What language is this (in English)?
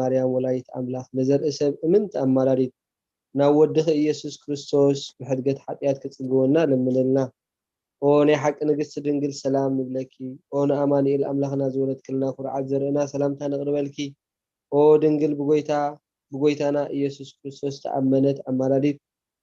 Tigrinya